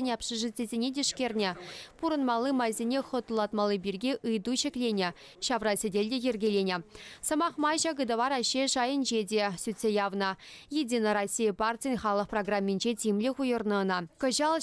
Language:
Chuvash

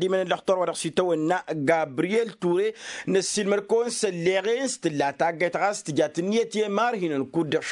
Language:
Tamasheq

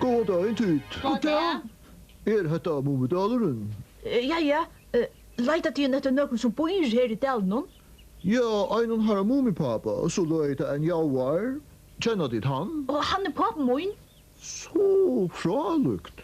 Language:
Faroese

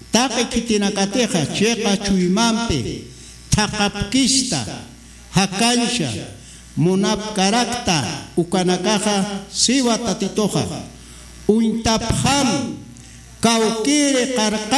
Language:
Aymara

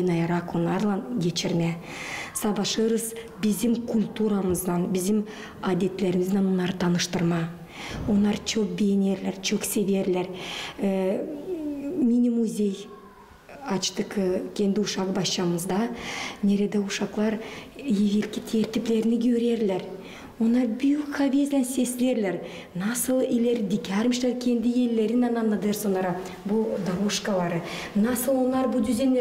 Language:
Gagauz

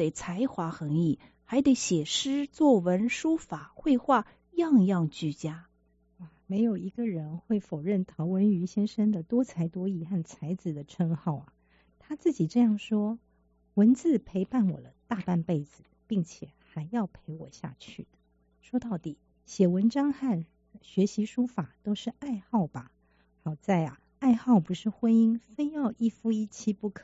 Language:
Chinese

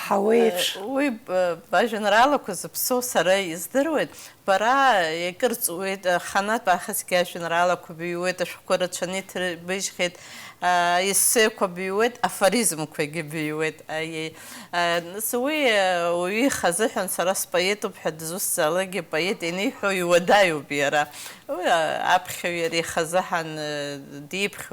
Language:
Abkhazian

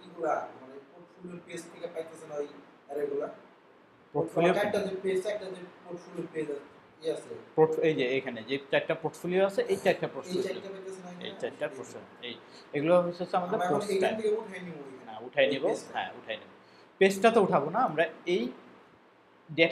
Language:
Bangla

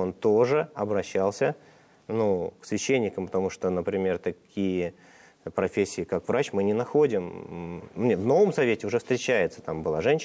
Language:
Russian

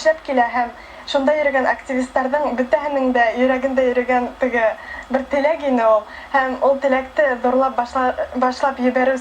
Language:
Bashkir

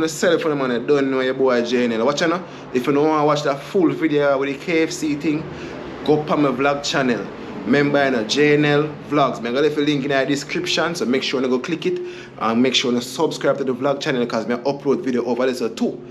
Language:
Jamaican Creole English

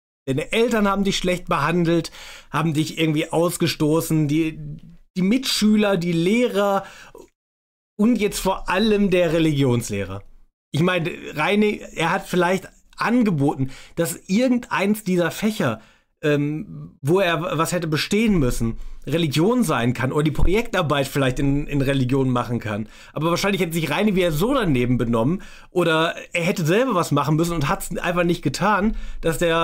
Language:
German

